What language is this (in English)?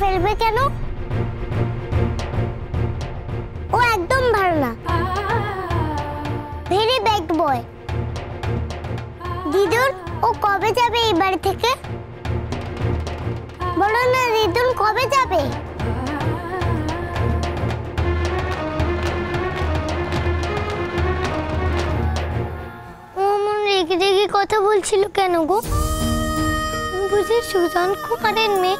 Bangla